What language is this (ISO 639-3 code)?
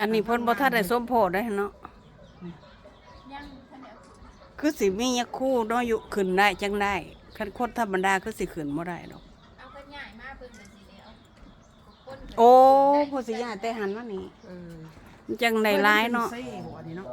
lao